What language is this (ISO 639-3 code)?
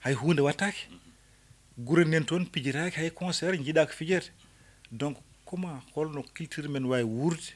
ful